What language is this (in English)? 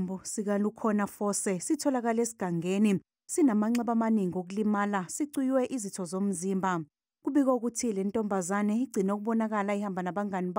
Zulu